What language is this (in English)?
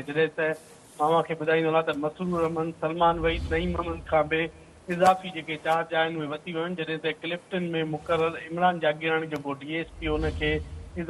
Sindhi